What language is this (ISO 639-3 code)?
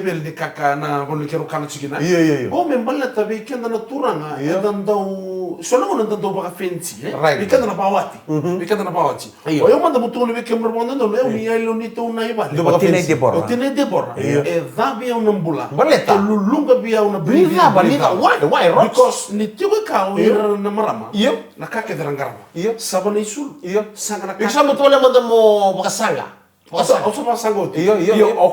fij